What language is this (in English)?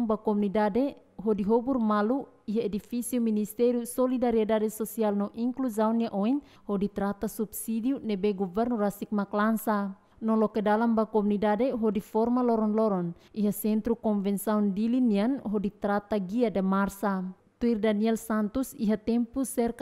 Tetum